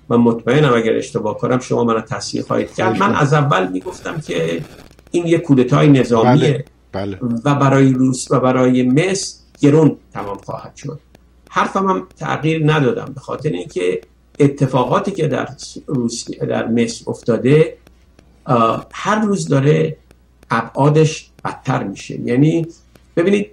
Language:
Persian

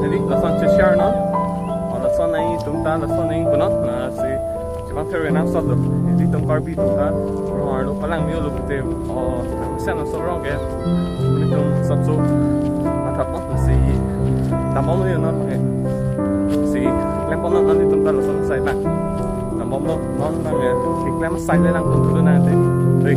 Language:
Karbi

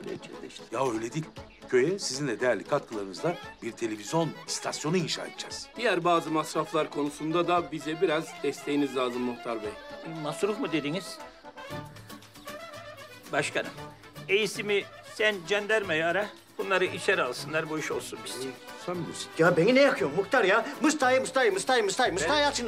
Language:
Turkish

